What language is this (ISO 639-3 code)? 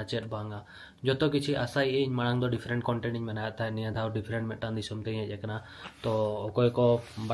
sat